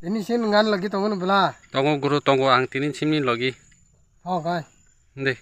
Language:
Kok Borok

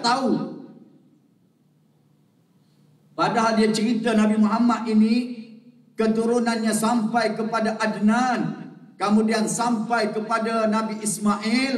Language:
Malay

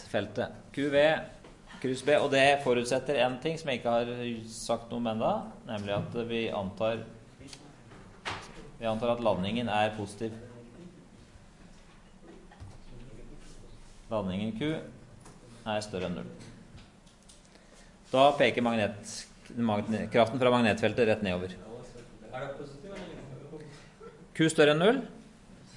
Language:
Norwegian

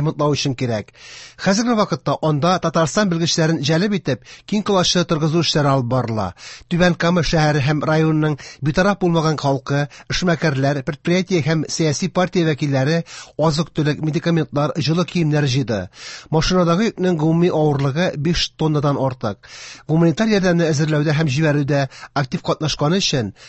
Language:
Tatar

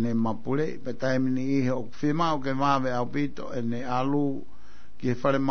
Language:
Tongan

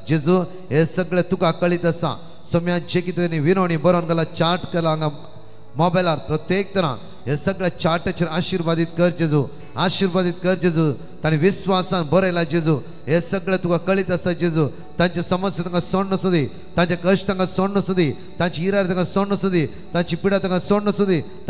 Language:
Konkani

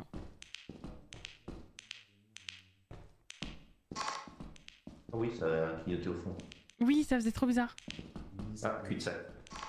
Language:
French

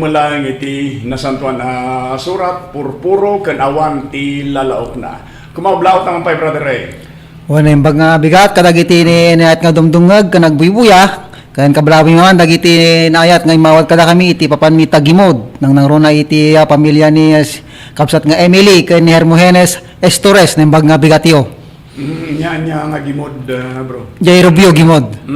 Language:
Iloko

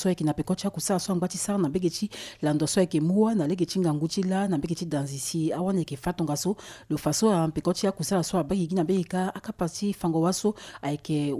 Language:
Sango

